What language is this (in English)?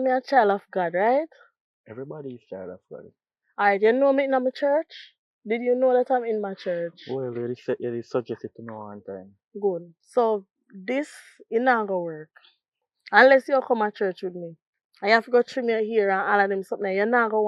Jamaican Creole English